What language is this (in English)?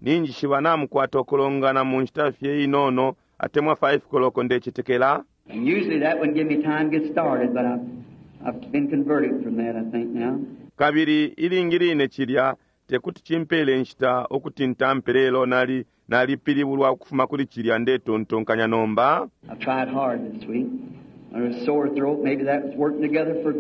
Bemba